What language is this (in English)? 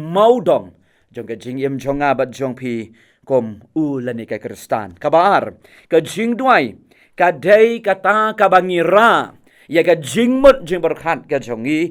Khasi